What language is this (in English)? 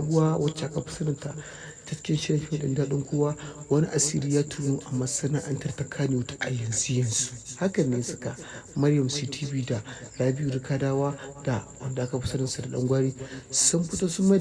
Hausa